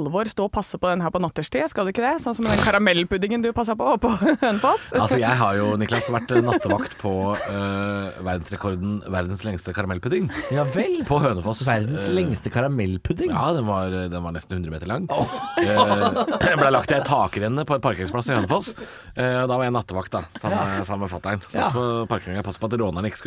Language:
Norwegian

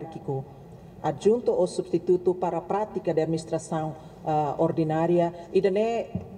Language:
Tetum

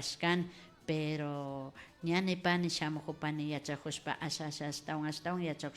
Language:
Imbabura Highland Quichua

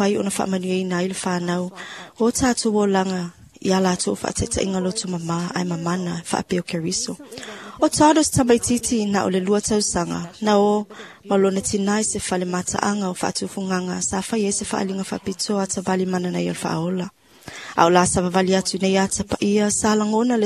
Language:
Samoan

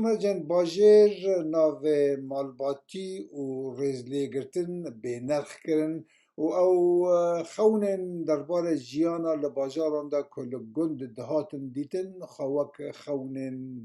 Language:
Kurdish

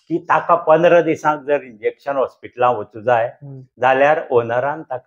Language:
Konkani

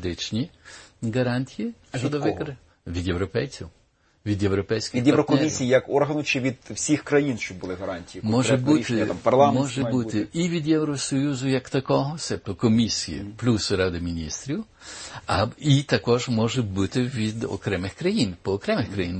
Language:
Ukrainian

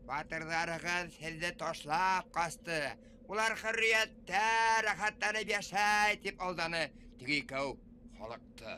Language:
Bashkir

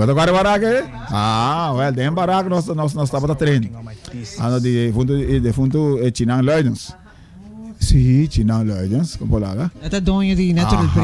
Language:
Papiamento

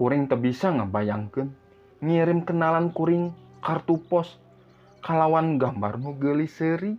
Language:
Sundanese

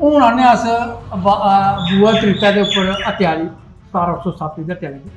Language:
Dogri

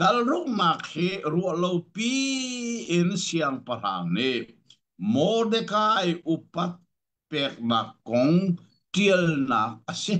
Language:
Hakha Chin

